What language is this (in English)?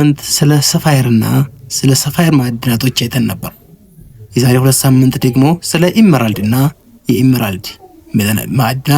Amharic